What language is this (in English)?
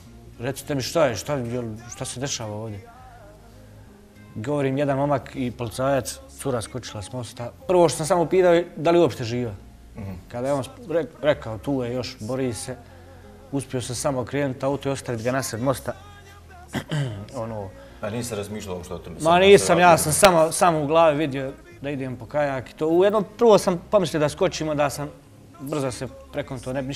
Bosnian